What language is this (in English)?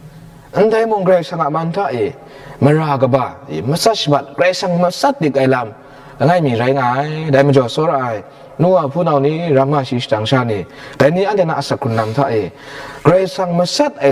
Kachin